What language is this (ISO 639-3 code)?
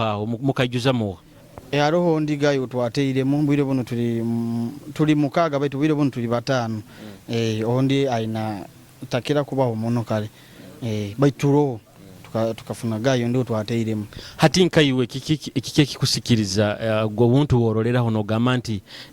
nyo